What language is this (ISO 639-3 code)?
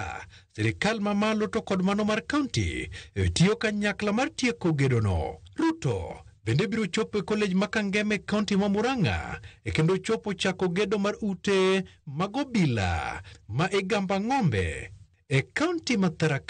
luo